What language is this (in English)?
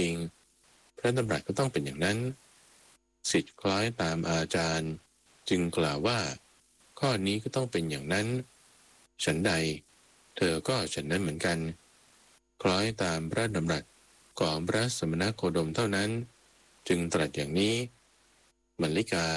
Thai